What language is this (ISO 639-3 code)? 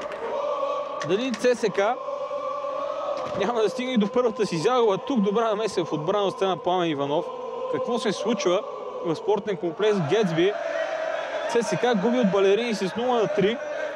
bul